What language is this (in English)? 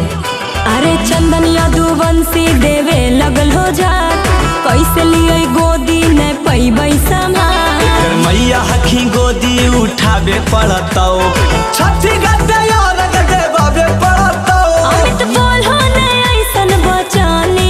Magahi